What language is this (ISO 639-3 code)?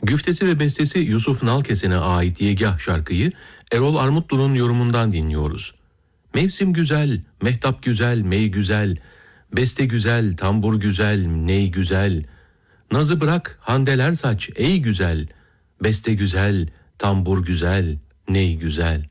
tur